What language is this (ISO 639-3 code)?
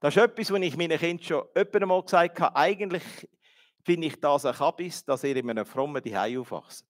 gsw